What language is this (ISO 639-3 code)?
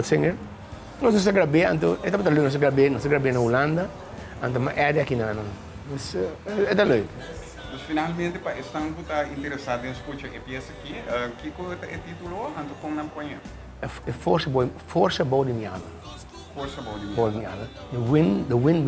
pap